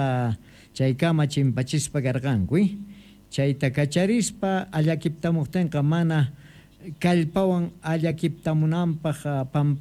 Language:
South Bolivian Quechua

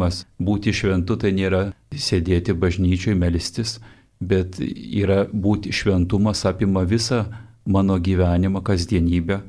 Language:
Lithuanian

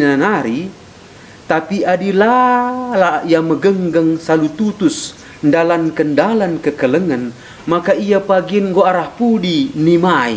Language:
Batak Karo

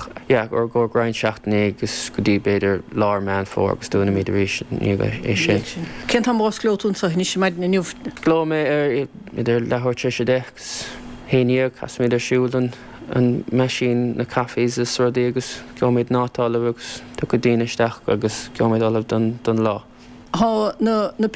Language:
Irish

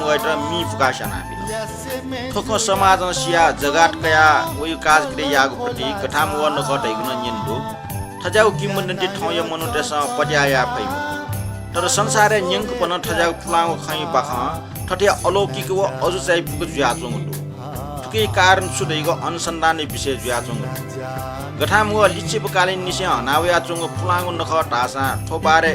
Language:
Newari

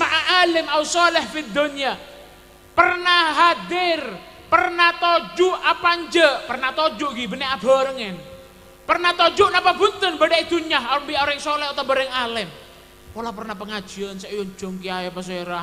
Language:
Madurese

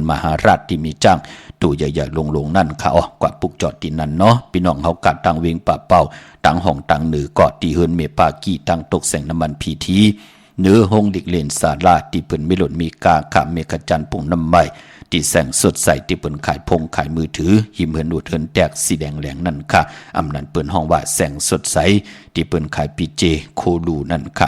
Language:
Shan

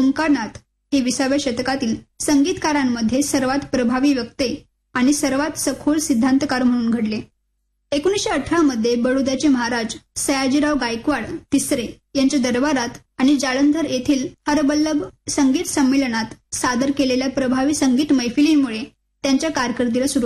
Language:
Marathi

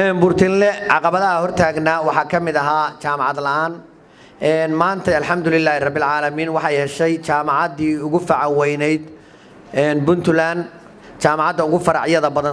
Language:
Somali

